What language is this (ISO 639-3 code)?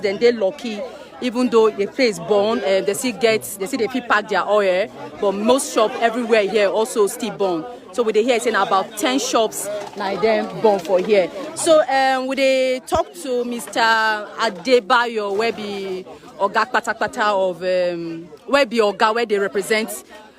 pcm